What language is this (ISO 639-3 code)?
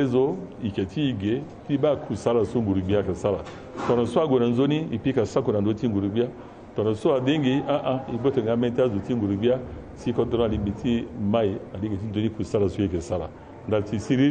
sag